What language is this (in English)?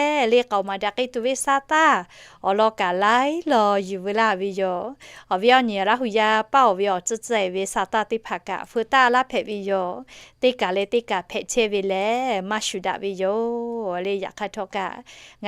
Lahu